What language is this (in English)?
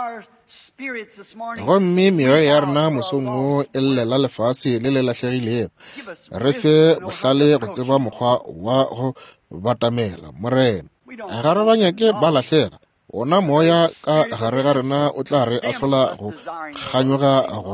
Northern Sotho